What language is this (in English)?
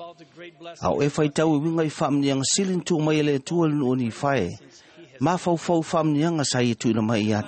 Samoan